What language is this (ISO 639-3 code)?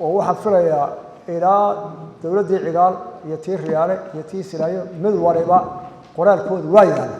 som